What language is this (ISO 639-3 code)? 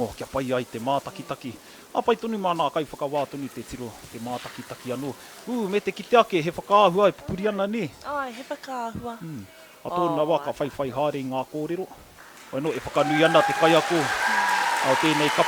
mri